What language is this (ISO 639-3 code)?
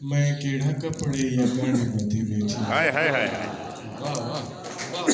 skr